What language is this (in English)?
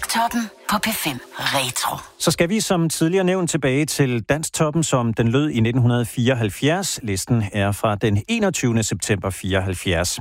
Danish